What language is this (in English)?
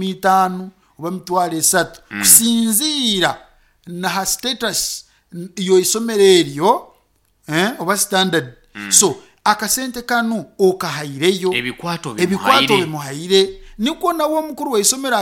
Nyankole